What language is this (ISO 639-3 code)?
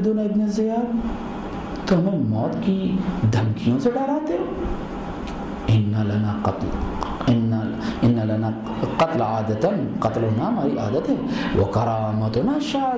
urd